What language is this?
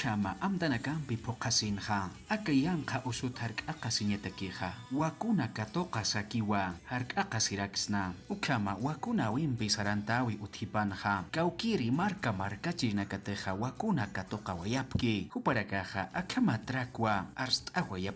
Aymara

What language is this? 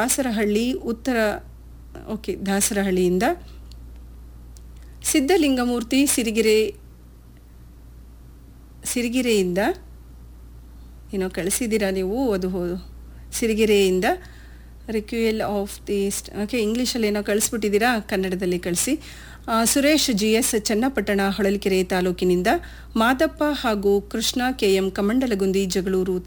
Kannada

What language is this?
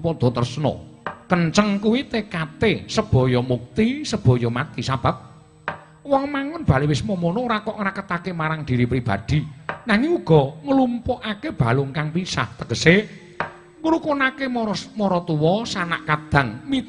Javanese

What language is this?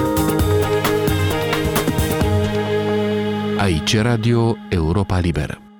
Romanian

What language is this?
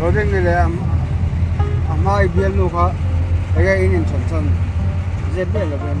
Mizo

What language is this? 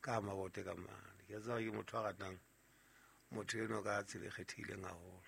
Southern Sotho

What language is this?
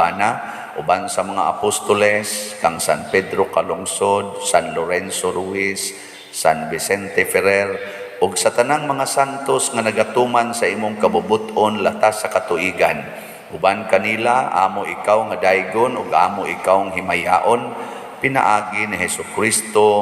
Cebuano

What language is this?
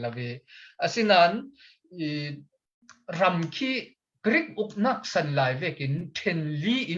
Falam Chin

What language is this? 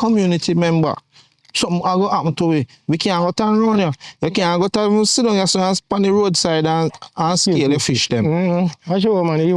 Jamaican Creole English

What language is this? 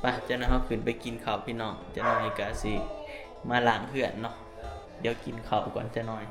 Northeastern Thai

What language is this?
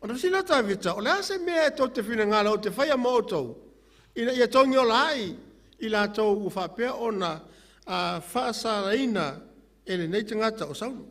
Samoan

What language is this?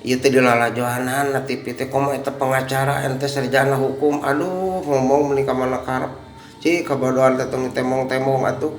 Sundanese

